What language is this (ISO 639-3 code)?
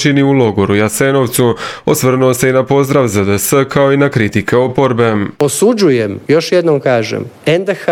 hrv